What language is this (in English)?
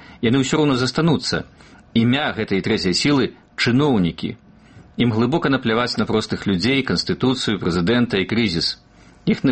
Belarusian